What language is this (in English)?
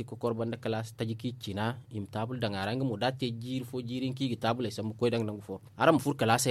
Zarma